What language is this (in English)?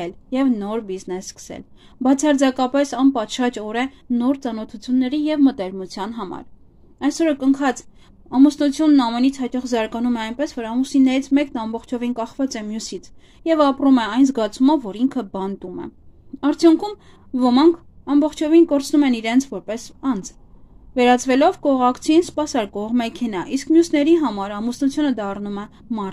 Armenian